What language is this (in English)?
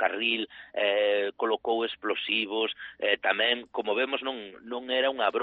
Galician